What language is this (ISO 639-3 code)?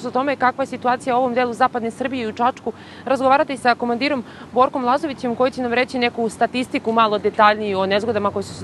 srp